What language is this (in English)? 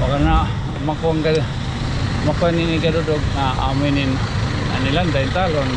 Waray